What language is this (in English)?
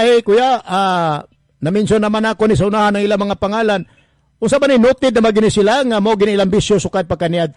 Cebuano